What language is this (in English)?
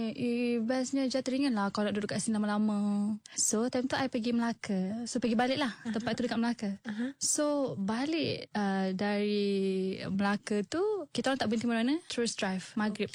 Malay